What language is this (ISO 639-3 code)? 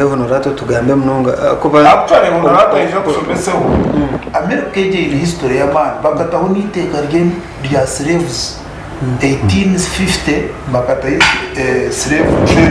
nyn